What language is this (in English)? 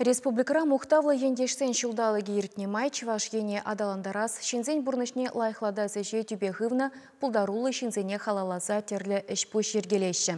Chuvash